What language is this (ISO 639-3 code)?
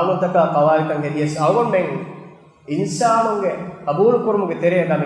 div